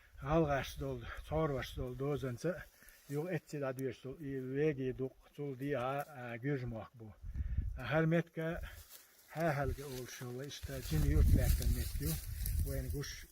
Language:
Chechen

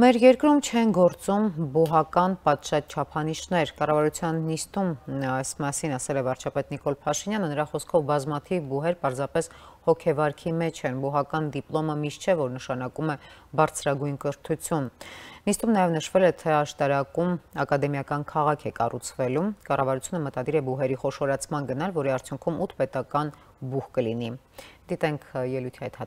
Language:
Armenian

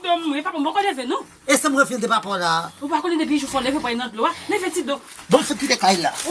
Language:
Haitian Creole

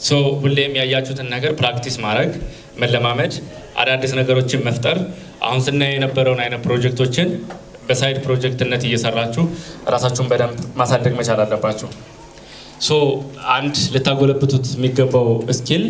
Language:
Amharic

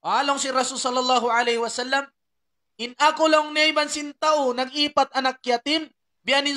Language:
Tausug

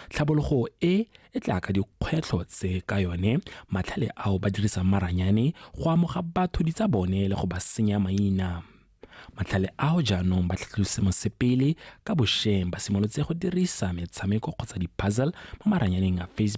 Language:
Tswana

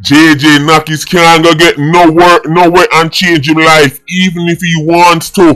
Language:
Jamaican Creole English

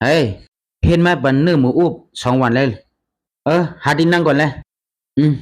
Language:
Shan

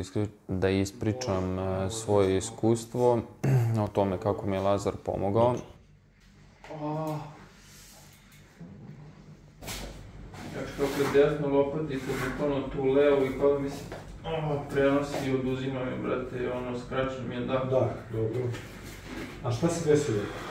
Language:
Serbian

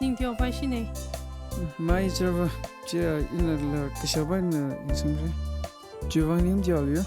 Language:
Tangkhul Naga (India)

